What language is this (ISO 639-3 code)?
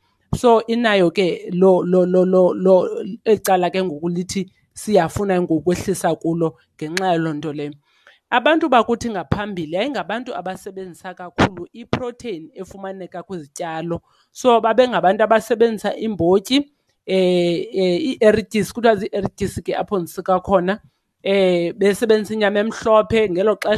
xho